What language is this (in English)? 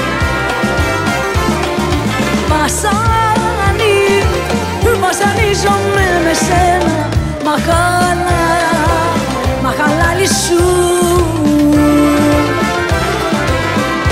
Greek